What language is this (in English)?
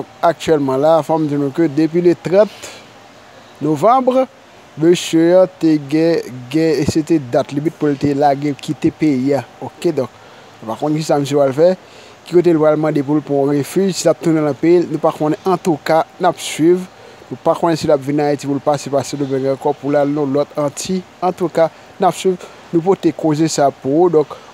Haitian Creole